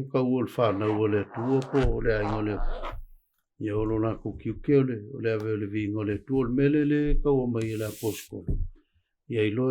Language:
Samoan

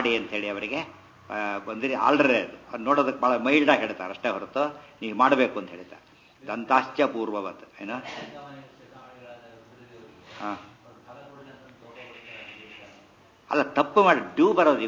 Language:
Kannada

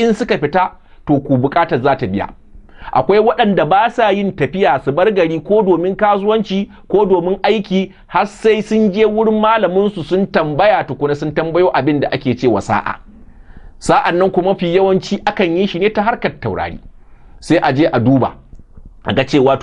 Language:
Hausa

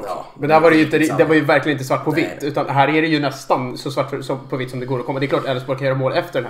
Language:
Swedish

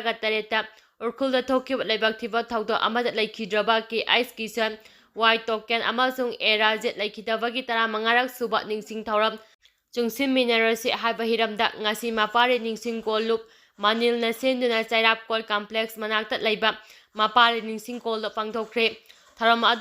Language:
Manipuri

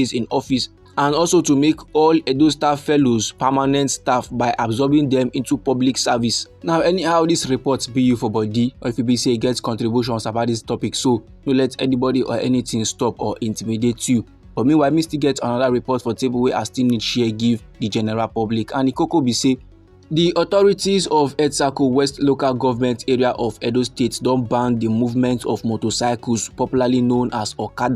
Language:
Nigerian Pidgin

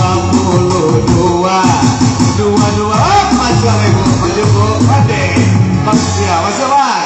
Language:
Minangkabau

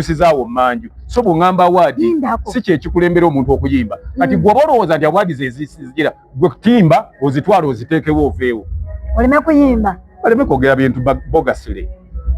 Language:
Ganda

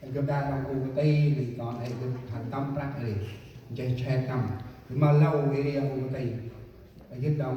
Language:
Central Mnong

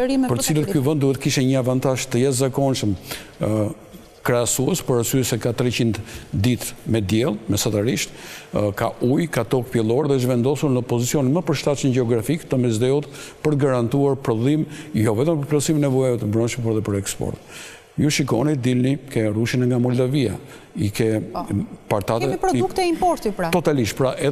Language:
Albanian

